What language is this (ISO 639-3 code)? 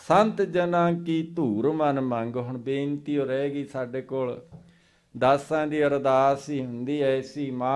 pan